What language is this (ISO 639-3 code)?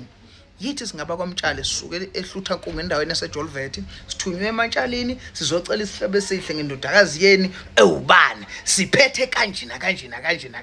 zul